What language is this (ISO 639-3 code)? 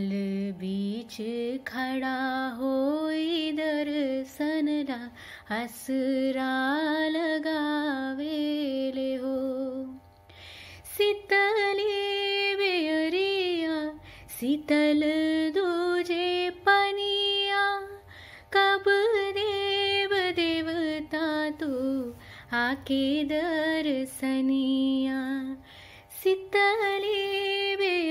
bho